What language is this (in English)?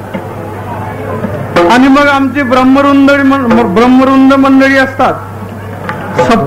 Marathi